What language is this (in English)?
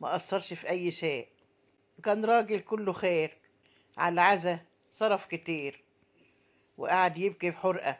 Egyptian Arabic